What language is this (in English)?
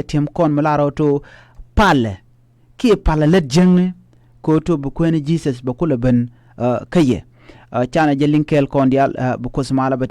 Nuer